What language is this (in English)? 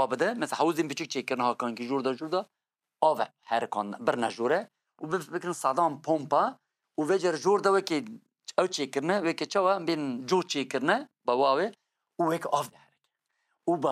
Kurdish